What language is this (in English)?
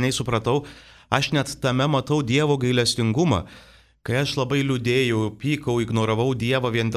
Lithuanian